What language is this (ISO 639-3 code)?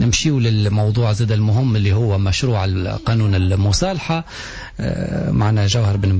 aeb